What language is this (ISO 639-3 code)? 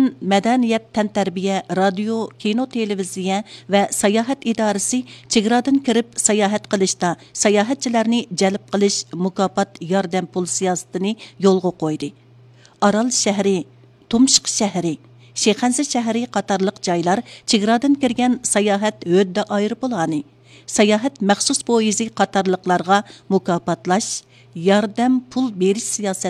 uig